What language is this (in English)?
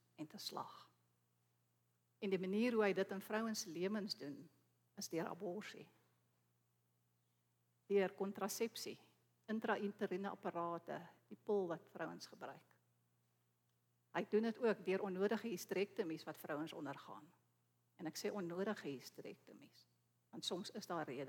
Afrikaans